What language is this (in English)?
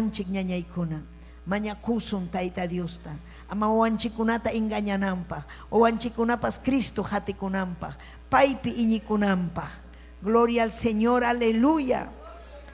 Ayacucho Quechua